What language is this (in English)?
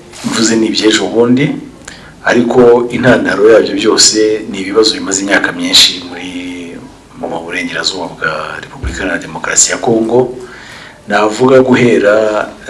Kinyarwanda